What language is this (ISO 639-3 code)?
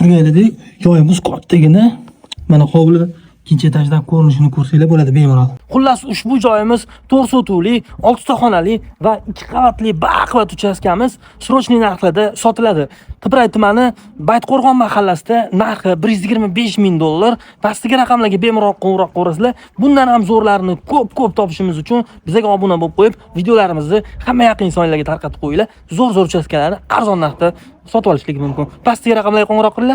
uzb